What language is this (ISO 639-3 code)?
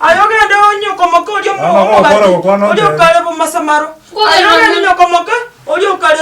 guz